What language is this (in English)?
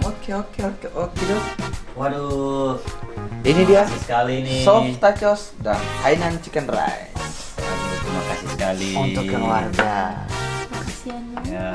Ambonese Malay